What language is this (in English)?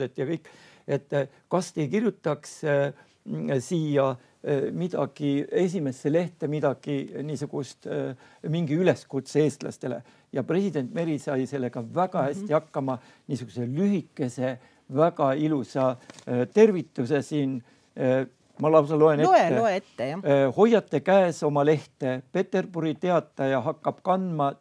Estonian